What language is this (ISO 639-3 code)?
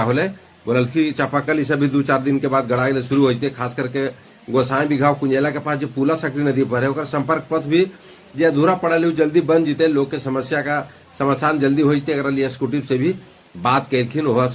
mag